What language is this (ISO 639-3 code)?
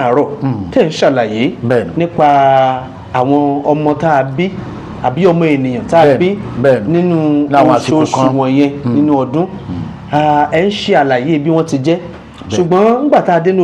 yor